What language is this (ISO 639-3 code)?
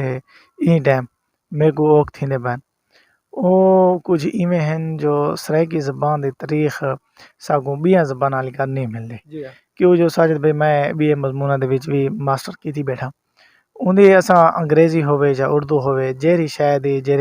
skr